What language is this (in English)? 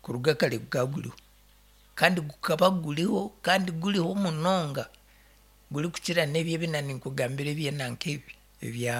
Nyankole